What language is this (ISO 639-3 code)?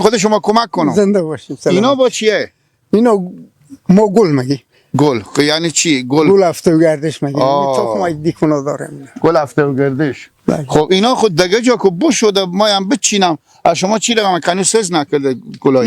fas